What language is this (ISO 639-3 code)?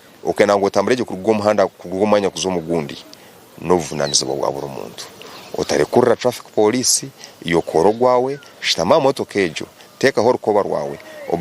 nyn